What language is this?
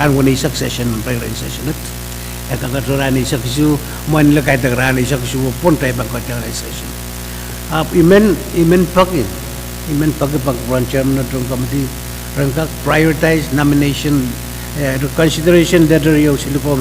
Pohnpeian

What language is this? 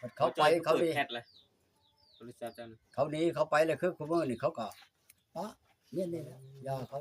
Northeastern Thai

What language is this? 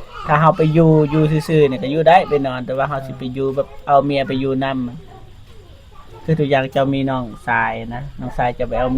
Northeastern Thai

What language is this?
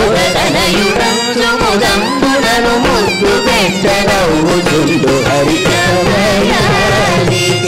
Telugu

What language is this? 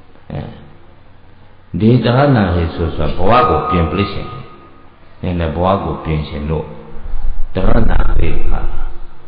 Burmese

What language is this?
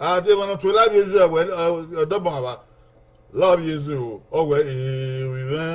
Bini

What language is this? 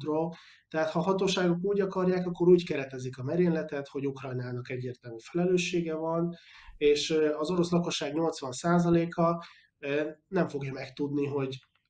Hungarian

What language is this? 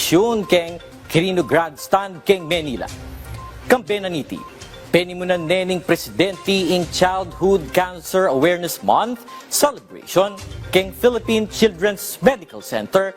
Pampanga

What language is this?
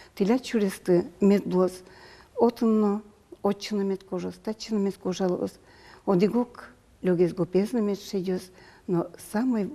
Udmurt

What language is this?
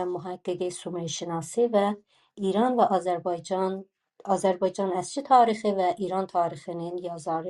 South Azerbaijani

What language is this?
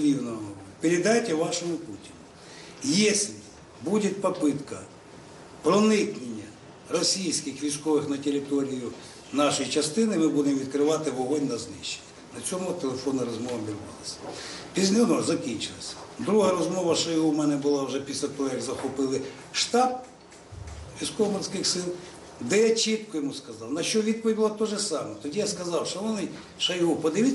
Ukrainian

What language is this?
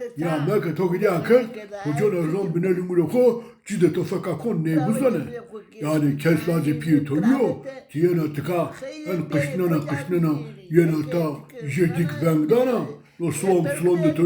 Zaza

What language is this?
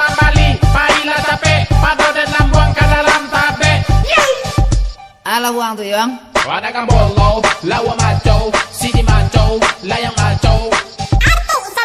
Minangkabau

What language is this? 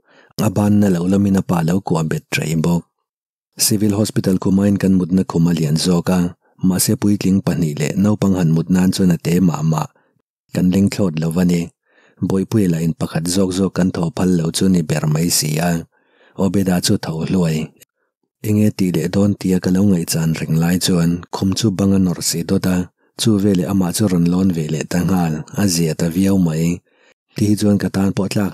Mizo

